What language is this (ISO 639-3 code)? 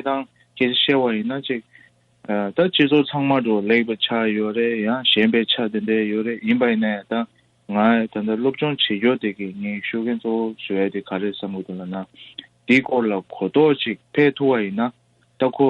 bod